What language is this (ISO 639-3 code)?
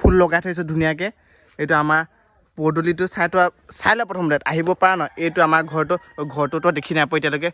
asm